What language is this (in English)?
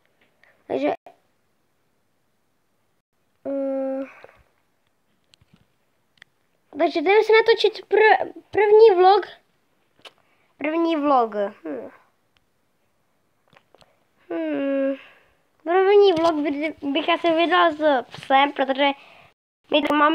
Czech